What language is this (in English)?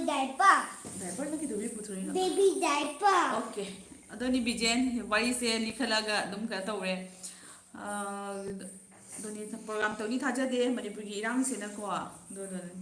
Manipuri